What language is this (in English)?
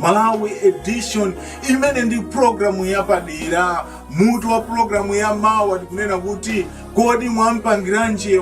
Nyanja